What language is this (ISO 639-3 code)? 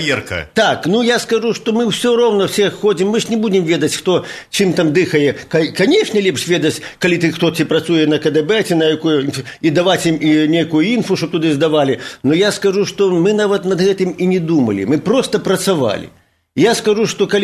bel